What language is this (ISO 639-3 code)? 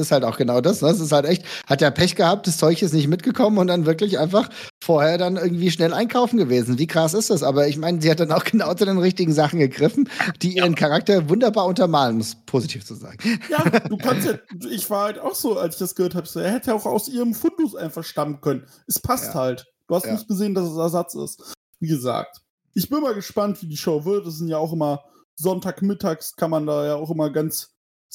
deu